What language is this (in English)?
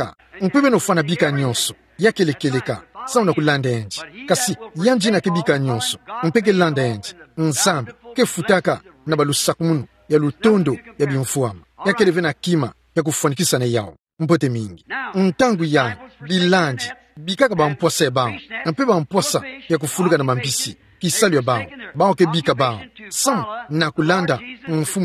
Kituba (Democratic Republic of Congo)